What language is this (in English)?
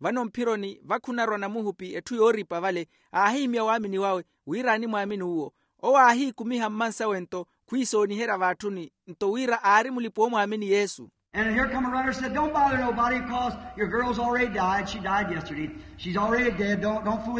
Makhuwa